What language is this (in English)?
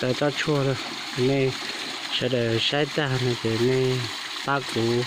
Hmong